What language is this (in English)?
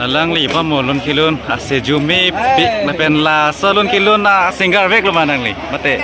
Karbi